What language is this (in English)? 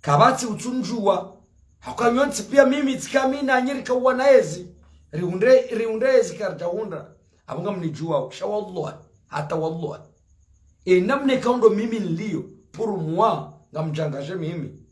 Ngazidja Comorian